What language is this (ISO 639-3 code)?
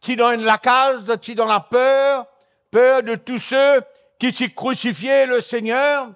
mfe